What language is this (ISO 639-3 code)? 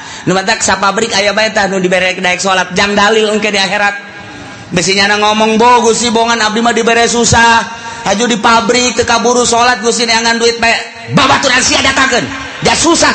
sun